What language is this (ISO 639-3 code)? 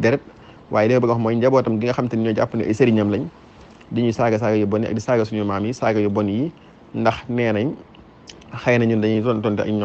wol